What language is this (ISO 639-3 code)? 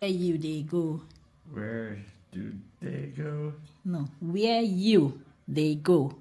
pcm